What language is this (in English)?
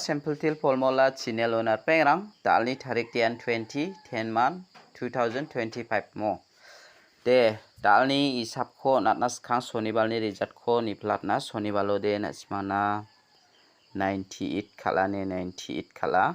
Garo